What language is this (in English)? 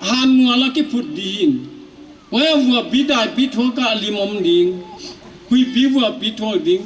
Paite Chin